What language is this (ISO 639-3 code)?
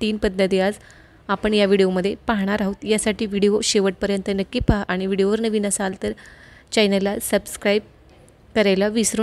mar